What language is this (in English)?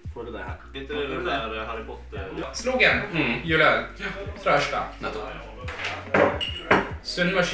Norwegian